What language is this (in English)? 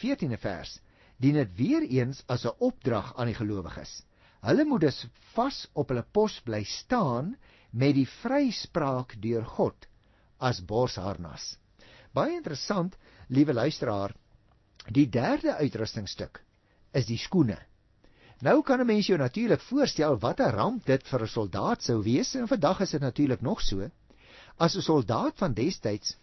Afrikaans